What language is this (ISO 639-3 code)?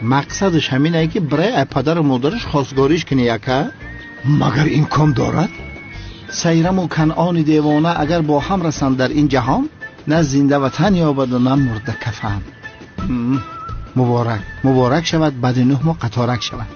tgk